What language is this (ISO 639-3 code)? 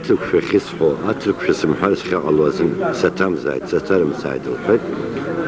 abk